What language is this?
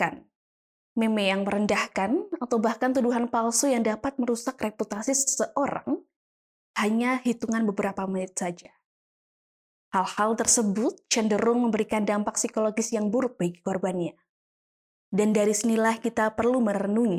Indonesian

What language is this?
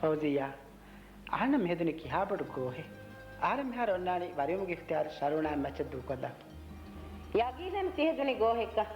Divehi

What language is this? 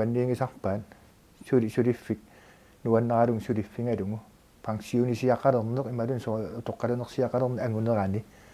Kalaallisut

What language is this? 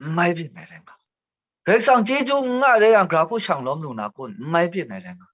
Kachin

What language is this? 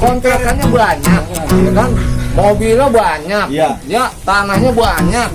Betawi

